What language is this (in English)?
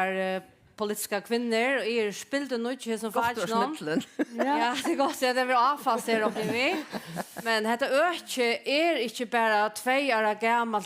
Faroese